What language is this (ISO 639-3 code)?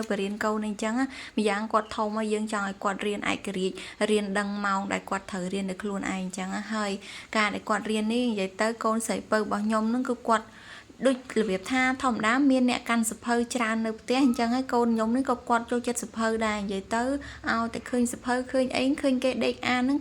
khm